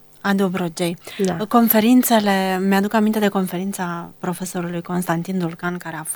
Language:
Romanian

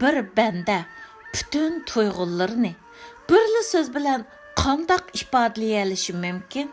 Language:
Uyghur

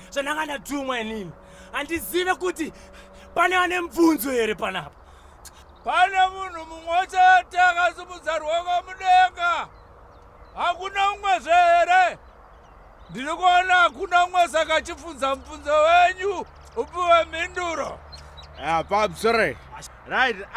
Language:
Shona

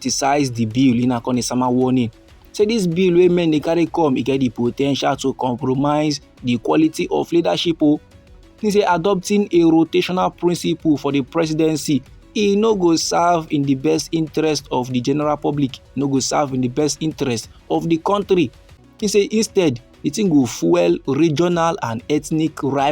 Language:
Nigerian Pidgin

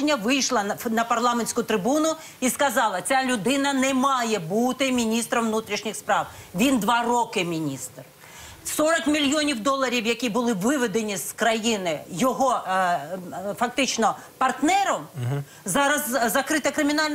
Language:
Ukrainian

